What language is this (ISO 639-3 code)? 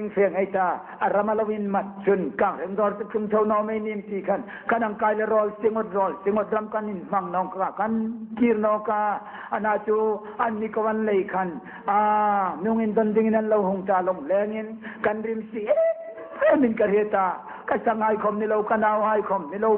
hmr